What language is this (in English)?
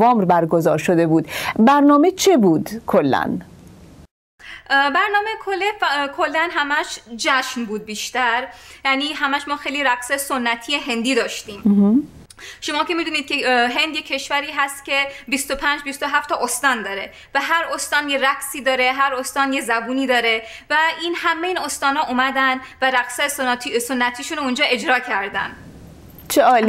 Persian